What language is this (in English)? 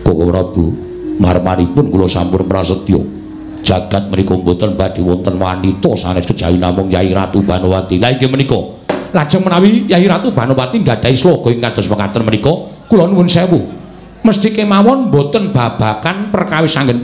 Javanese